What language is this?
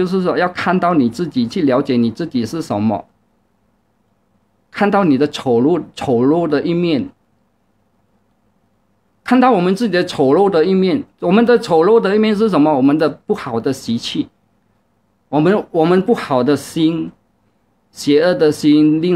Chinese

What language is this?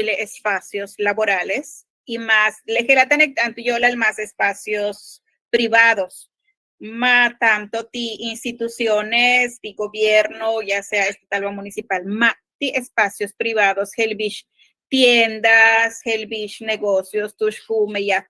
Yucateco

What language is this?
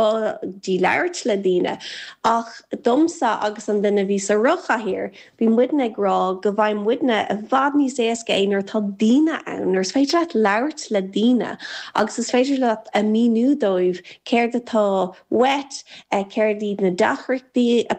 Irish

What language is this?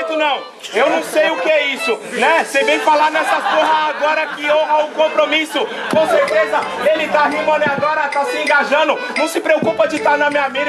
Portuguese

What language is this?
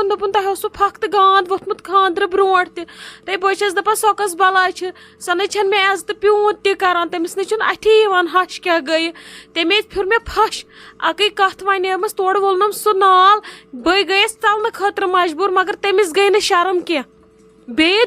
Kashmiri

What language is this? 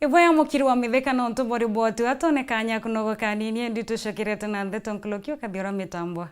Meru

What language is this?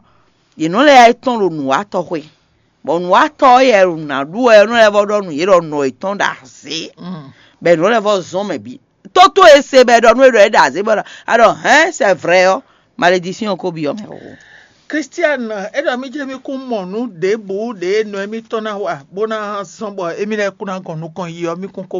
Fon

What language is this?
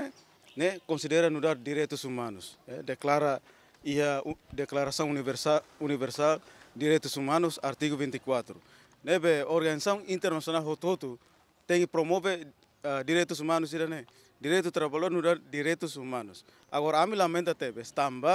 Tetum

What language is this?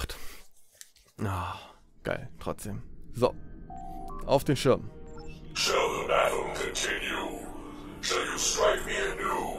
German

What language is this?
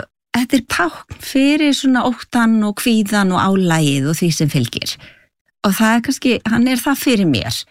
Icelandic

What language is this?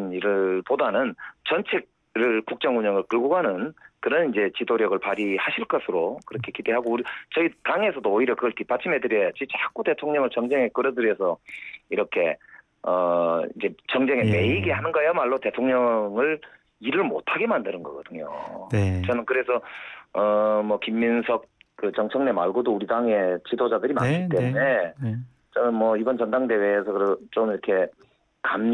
Korean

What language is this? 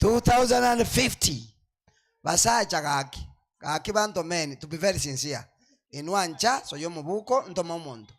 Gusii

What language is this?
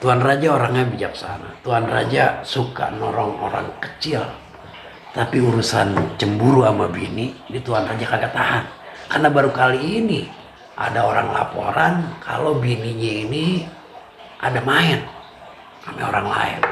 Betawi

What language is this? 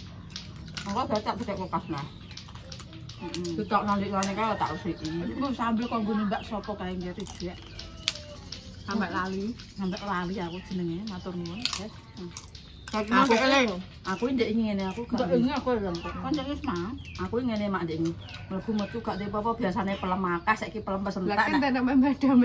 Javanese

